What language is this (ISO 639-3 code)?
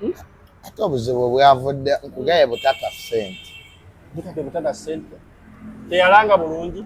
lug